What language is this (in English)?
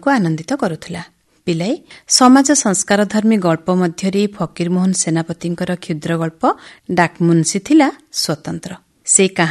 Odia